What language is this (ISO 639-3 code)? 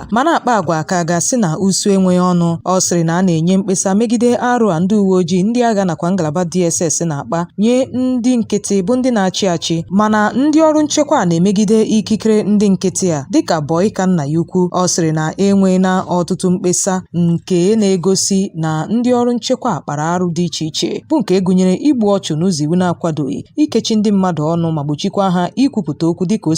ibo